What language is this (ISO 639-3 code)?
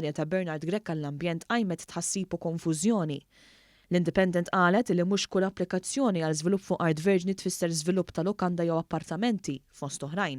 mlt